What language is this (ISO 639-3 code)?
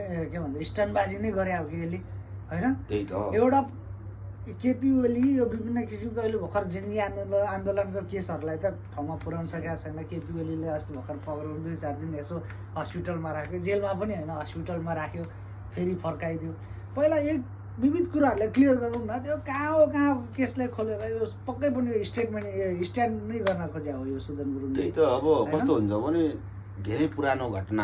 nep